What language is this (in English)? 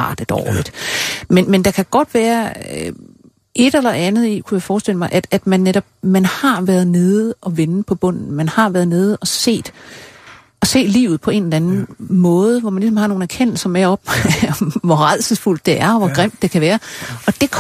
Danish